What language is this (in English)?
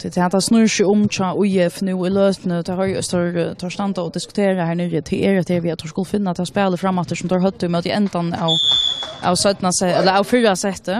Faroese